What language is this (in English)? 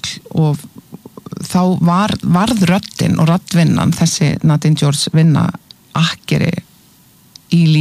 Icelandic